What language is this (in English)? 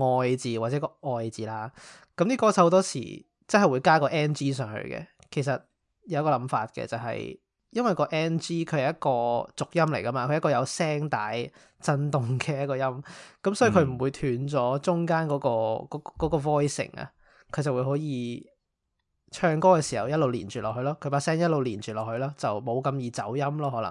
Cantonese